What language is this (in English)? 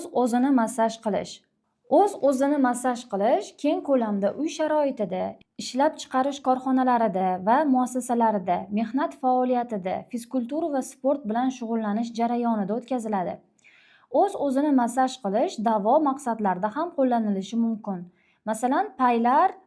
Uzbek